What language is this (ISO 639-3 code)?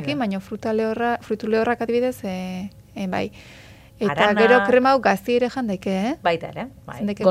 eus